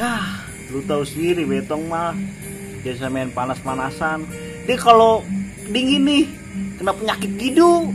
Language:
Betawi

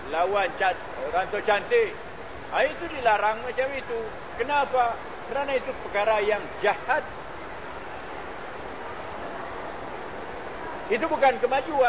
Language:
Malay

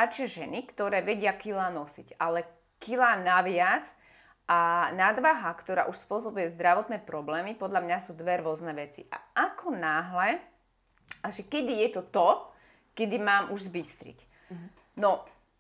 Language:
Slovak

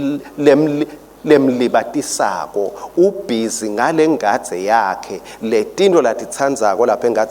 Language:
Swati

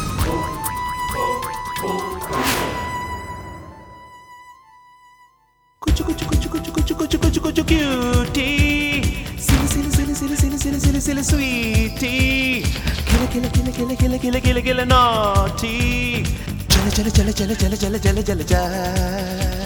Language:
Kannada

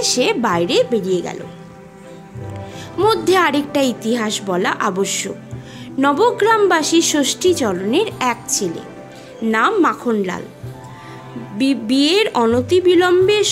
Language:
Bangla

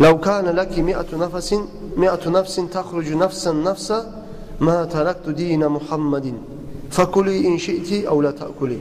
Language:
Kumyk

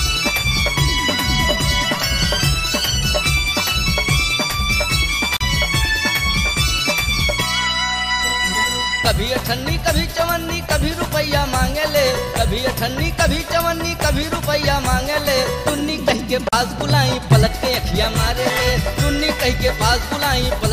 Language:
Bhojpuri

